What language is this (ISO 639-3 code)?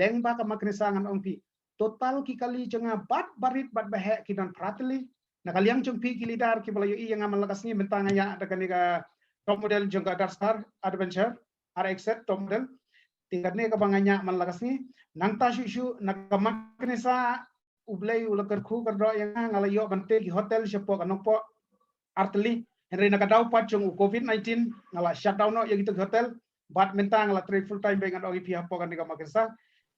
kha